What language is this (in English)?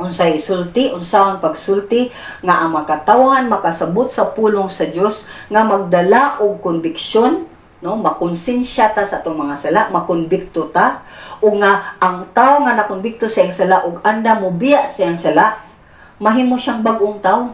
Cebuano